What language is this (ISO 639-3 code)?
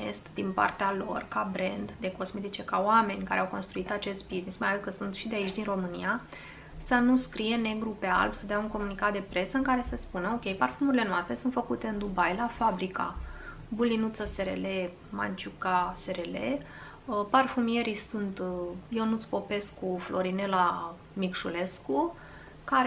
ron